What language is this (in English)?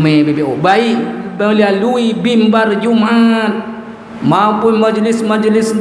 Achinese